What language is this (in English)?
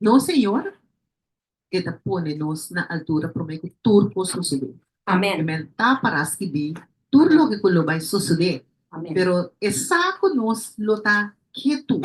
Papiamento